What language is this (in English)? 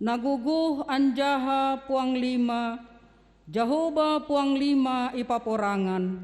Batak Simalungun